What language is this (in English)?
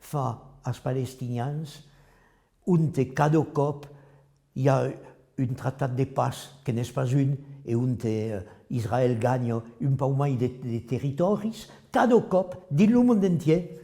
Occitan